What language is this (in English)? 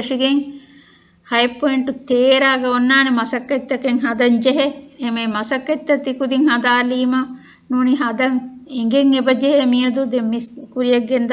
Divehi